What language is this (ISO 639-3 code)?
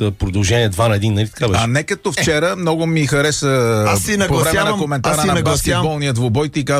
bul